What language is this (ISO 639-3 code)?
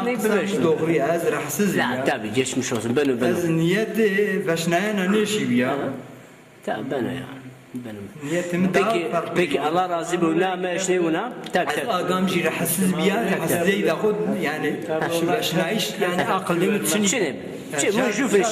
zza